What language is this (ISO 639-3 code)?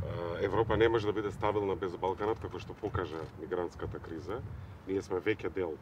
mkd